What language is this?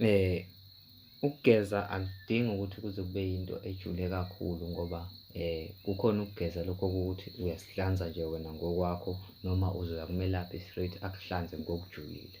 Zulu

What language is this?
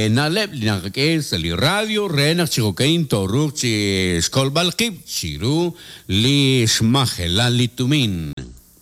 Kekchí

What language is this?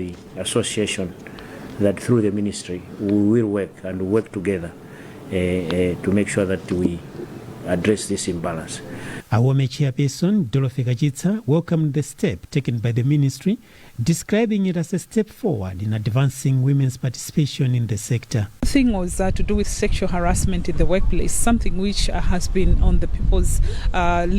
English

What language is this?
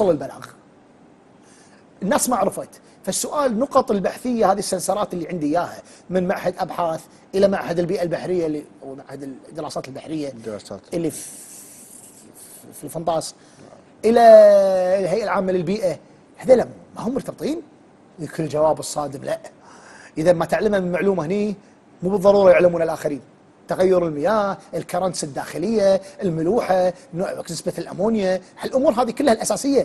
Gulf Arabic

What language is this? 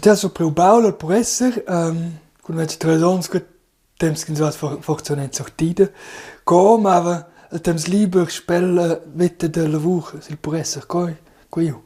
Romansh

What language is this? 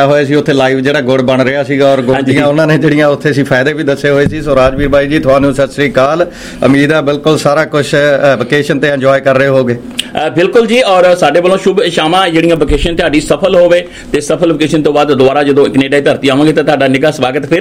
Punjabi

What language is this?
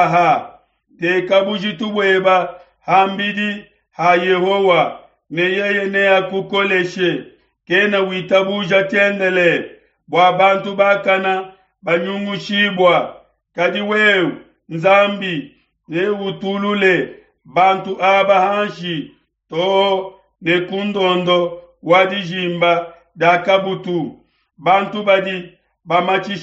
Luba-Lulua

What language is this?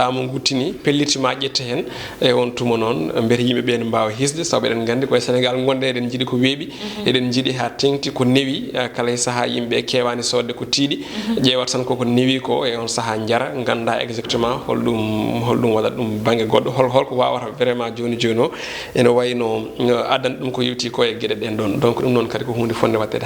Fula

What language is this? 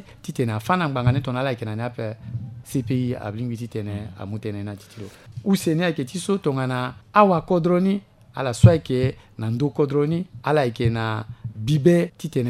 Sango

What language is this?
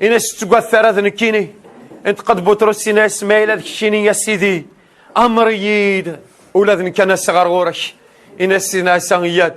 Kabyle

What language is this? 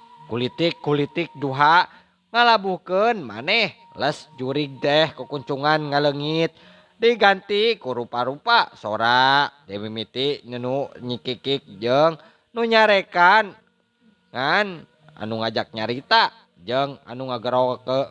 Sundanese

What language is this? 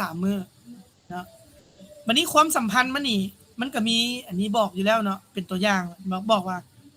Lao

